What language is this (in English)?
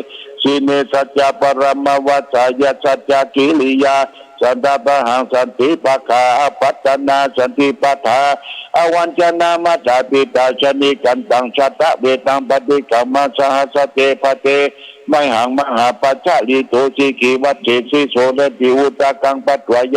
Pali